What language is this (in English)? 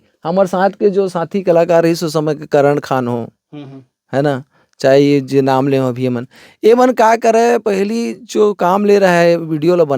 Chhattisgarhi